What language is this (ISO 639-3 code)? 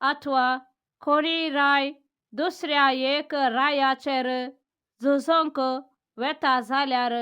kok